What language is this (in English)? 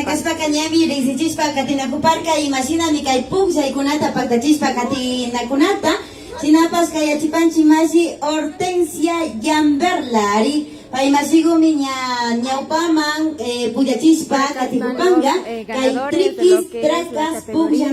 Imbabura Highland Quichua